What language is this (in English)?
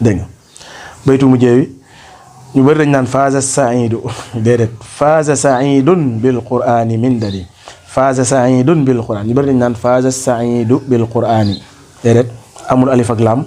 Wolof